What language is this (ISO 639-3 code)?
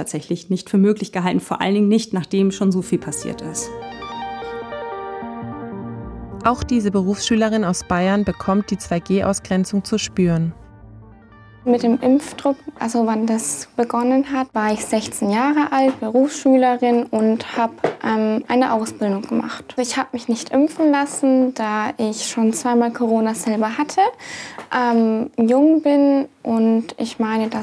deu